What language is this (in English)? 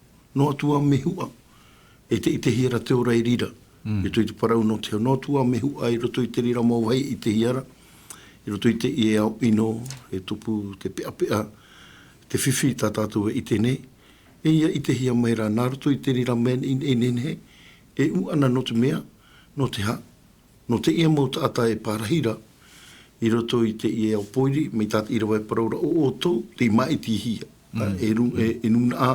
Tahitian